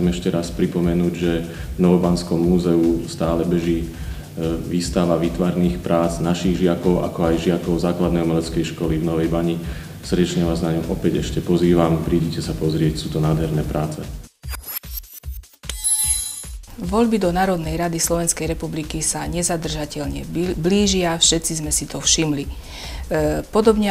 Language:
Slovak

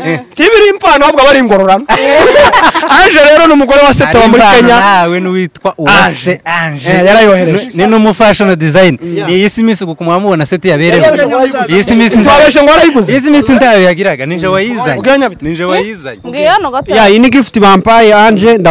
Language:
Kinyarwanda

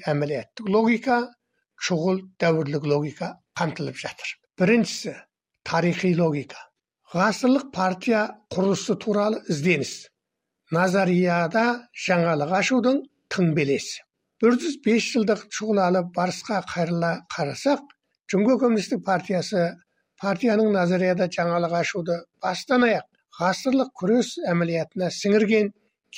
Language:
Kazakh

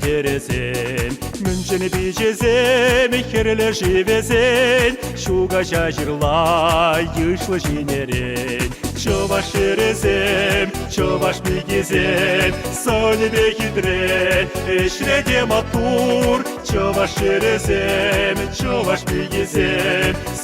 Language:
Chuvash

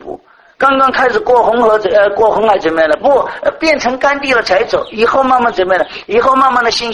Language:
Chinese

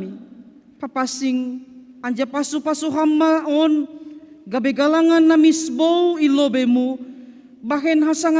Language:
Batak Simalungun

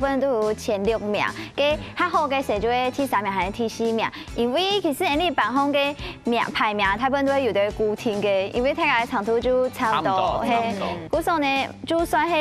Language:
Hakka Chinese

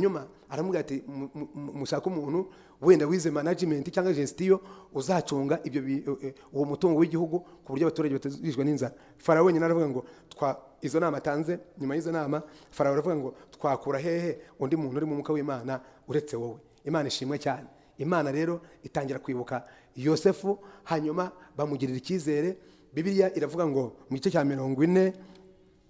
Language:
Kinyarwanda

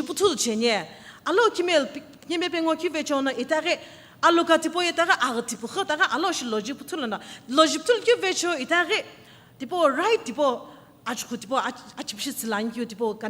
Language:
Sumi Naga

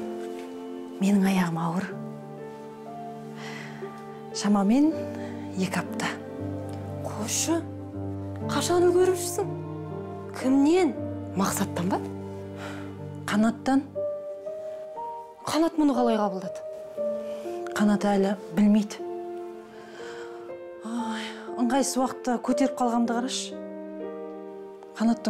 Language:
Kazakh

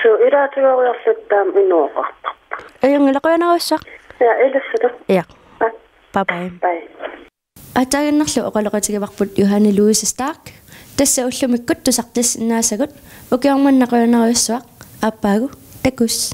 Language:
Kalaallisut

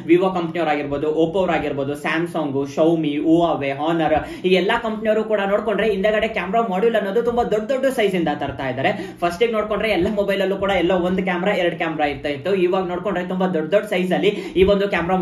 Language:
Kannada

